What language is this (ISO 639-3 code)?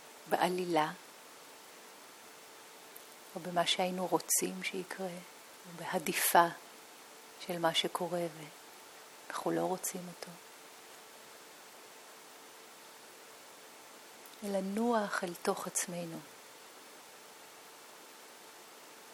heb